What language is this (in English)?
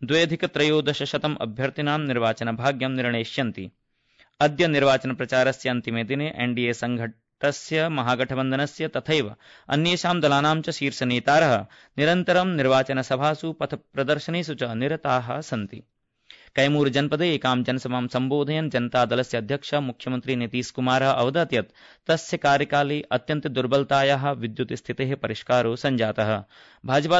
Sanskrit